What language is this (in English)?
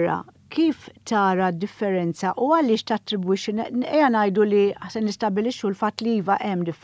Maltese